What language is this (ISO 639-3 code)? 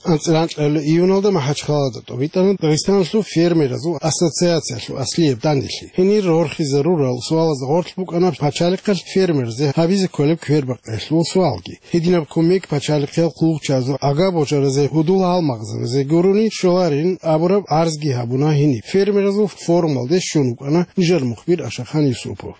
ava